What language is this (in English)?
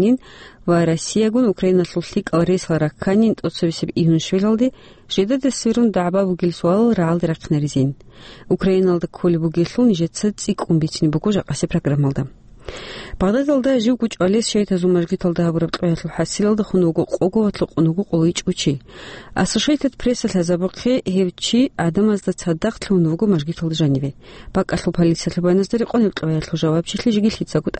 Avaric